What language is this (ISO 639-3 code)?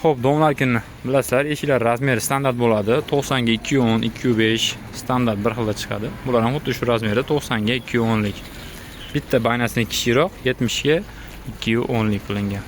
uzb